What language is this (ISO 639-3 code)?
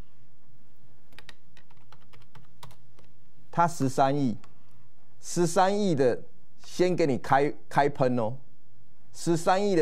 zho